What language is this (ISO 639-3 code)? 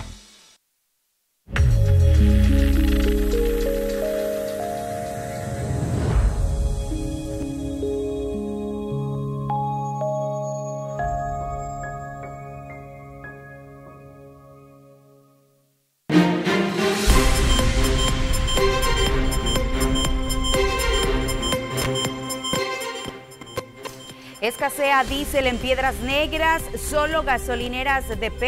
spa